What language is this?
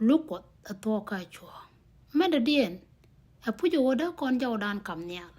Nuer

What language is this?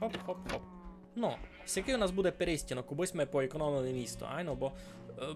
Rusyn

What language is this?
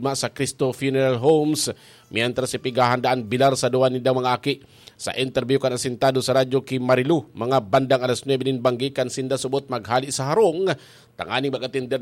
Bikol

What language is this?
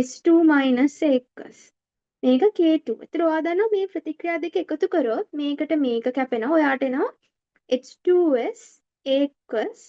Sinhala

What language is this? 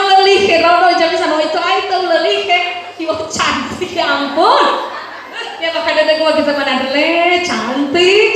Nias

